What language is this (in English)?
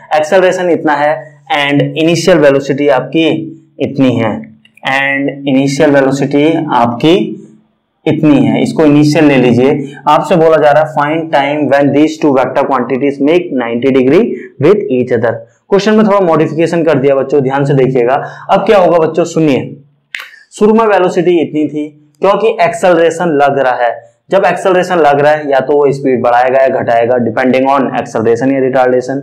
Hindi